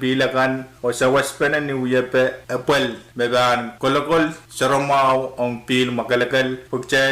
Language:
Pohnpeian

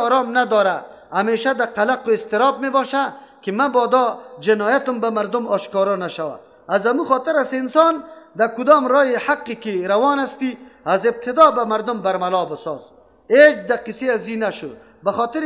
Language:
Persian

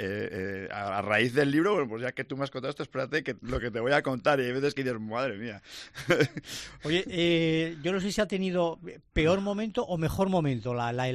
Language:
Spanish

